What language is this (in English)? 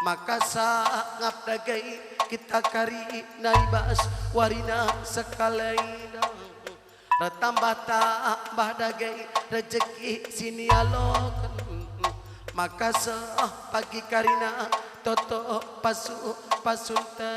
Batak Karo